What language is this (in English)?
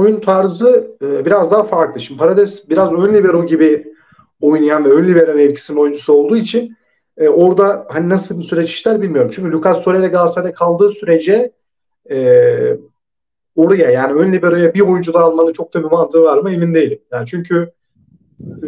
Turkish